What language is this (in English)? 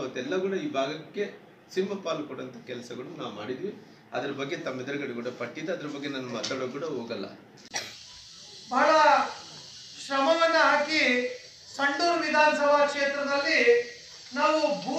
Kannada